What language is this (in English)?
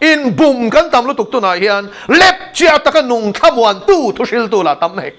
Mizo